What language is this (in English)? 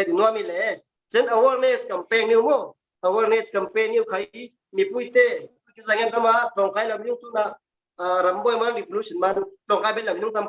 Falam Chin